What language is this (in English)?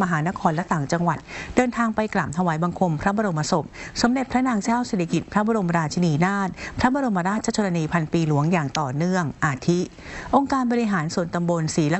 Thai